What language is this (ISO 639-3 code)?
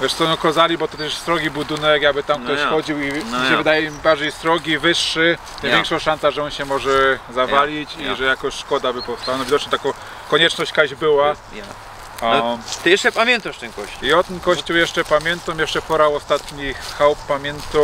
szl